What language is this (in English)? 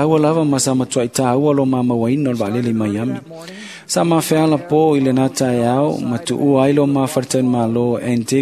Samoan